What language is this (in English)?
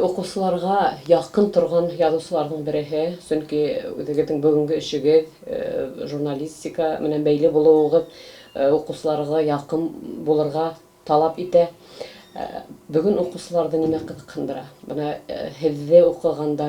Bashkir